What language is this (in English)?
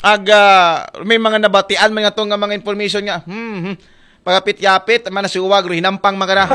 Aklanon